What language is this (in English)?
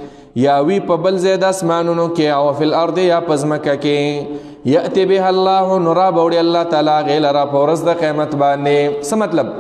Pashto